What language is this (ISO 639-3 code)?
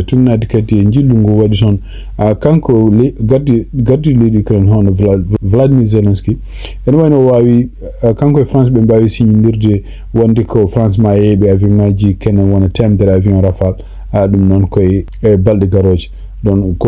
ful